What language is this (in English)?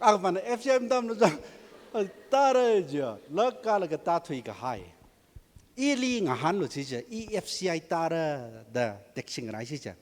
Tangkhul Naga (India)